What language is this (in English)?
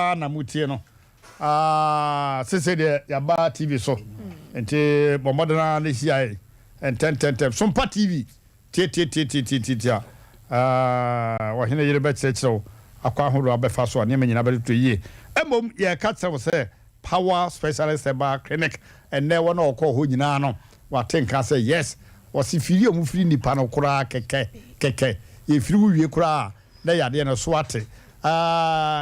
Akan